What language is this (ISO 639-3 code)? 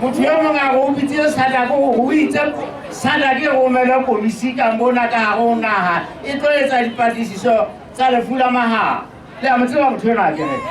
sot